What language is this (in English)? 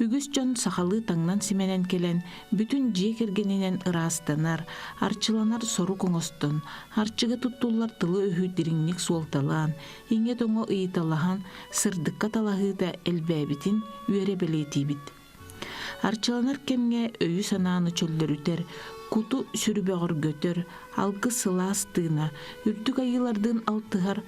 Yakut